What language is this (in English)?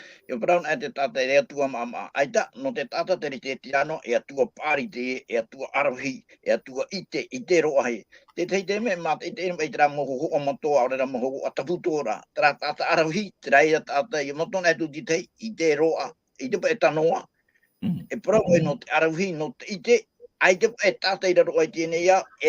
Tahitian